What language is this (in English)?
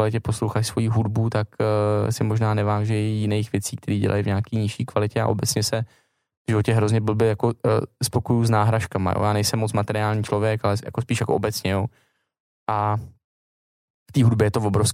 Czech